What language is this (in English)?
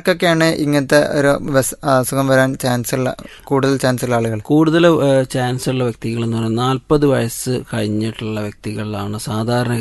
Malayalam